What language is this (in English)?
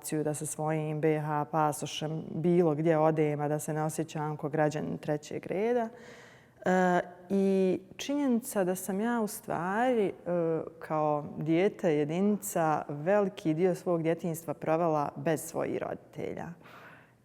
Bosnian